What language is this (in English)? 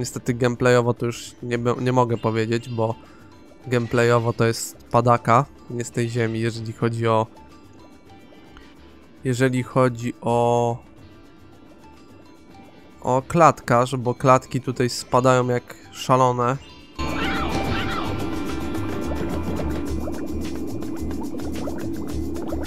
Polish